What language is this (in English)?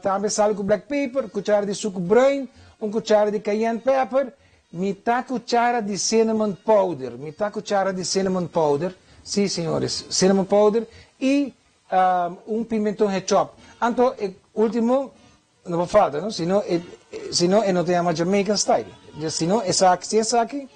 Papiamento